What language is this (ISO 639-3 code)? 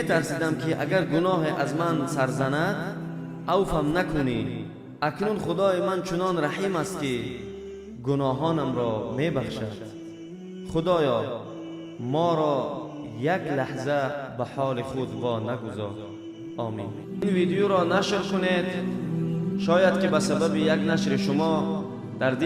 tgk